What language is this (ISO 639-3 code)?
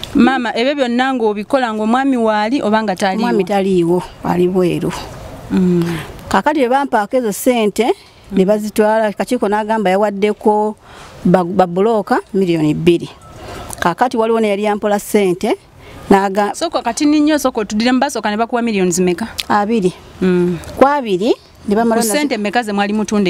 lug